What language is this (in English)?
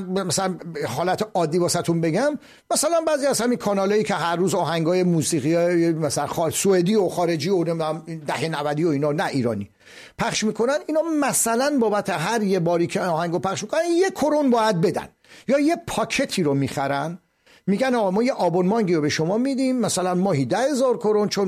Persian